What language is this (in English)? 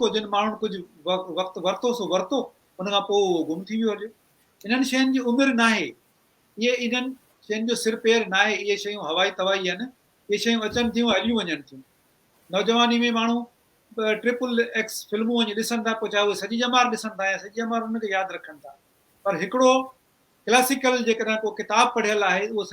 Sindhi